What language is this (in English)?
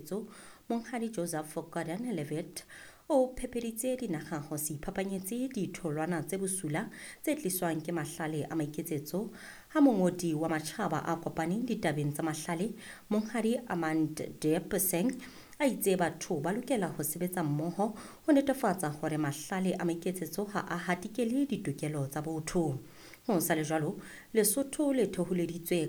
Southern Sotho